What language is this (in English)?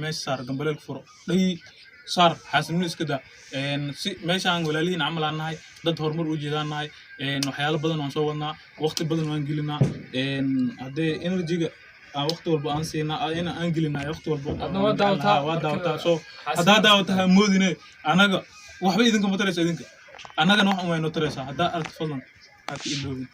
Somali